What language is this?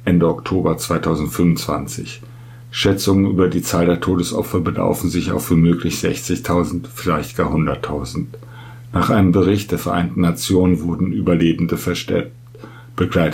German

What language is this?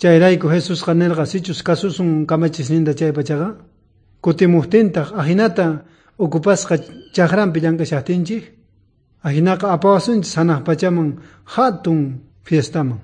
South Bolivian Quechua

